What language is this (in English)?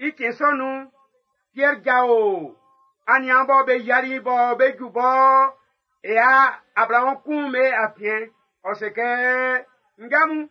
Baoulé